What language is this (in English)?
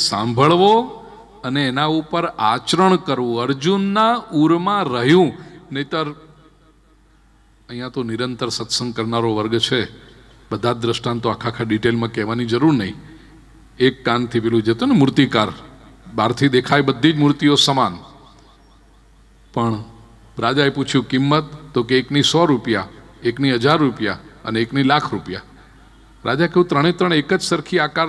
Gujarati